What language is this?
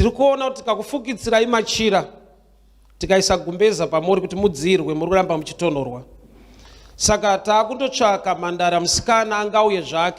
Shona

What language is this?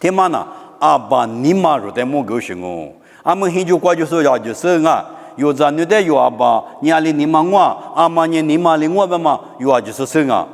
Lisu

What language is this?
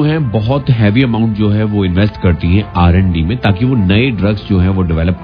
Hindi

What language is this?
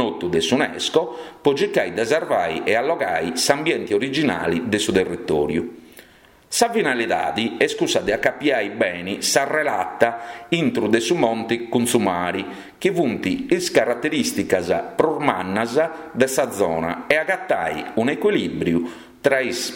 Sardinian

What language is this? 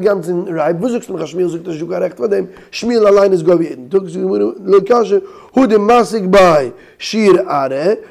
Yiddish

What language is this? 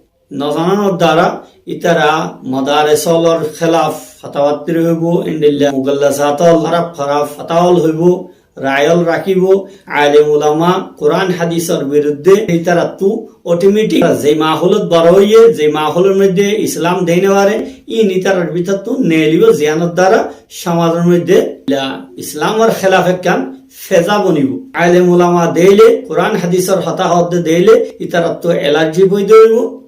Rohingya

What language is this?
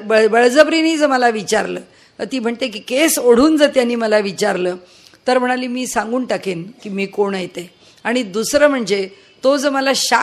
Marathi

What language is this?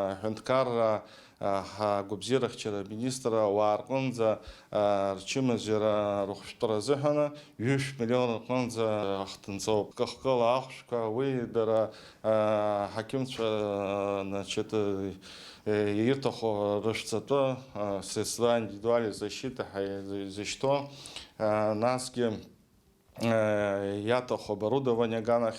Abkhazian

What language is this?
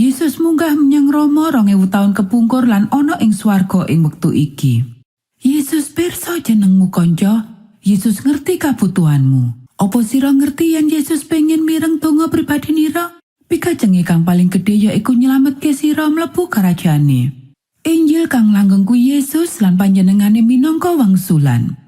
Javanese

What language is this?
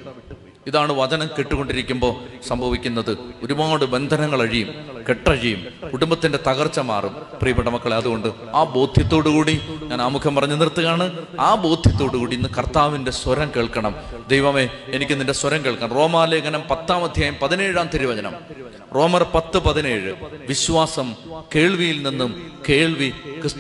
Malayalam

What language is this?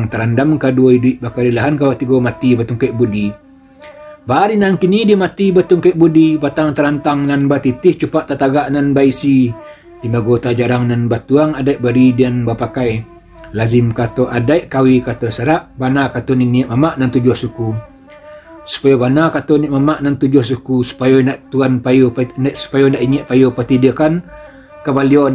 Minangkabau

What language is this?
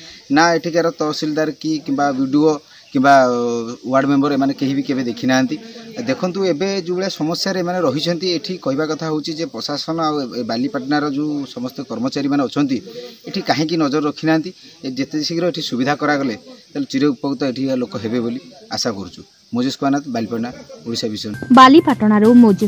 Odia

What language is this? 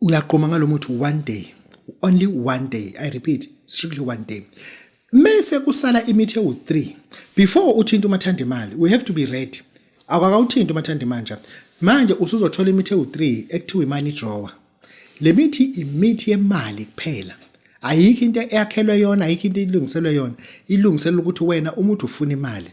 Zulu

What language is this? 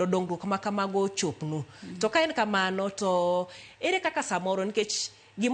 Luo (Kenya and Tanzania)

